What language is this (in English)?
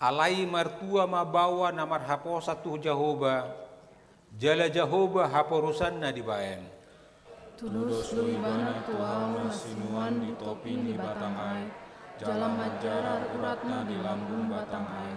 Batak Toba